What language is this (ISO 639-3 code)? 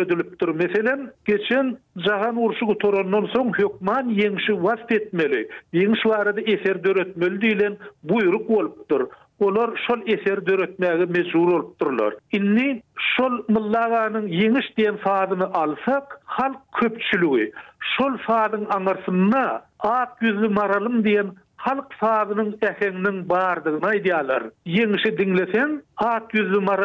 tuk